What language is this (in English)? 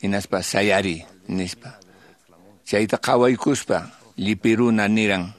Quechua